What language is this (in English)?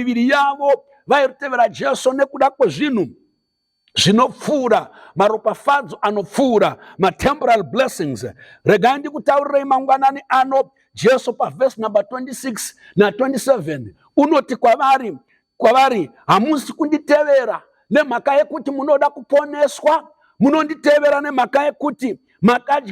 Shona